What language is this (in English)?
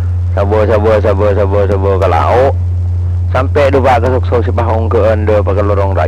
Madurese